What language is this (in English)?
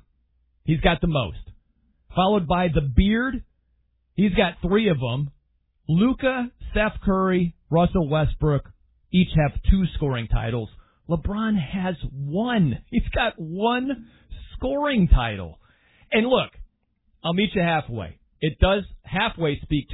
English